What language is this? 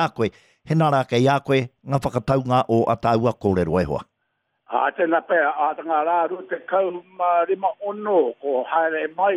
Māori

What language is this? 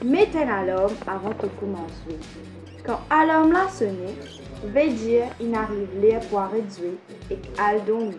Morisyen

